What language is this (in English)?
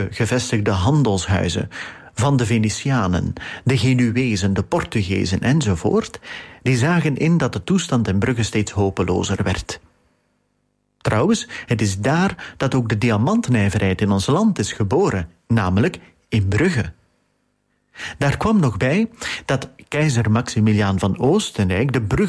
Dutch